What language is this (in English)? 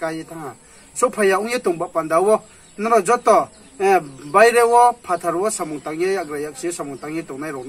Riang (India)